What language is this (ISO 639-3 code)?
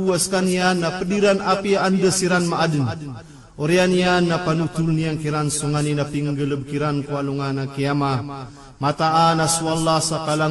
mrw